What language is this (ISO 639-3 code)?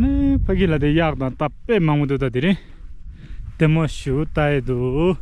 bod